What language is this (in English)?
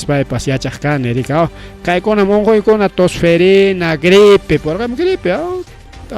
Ayacucho Quechua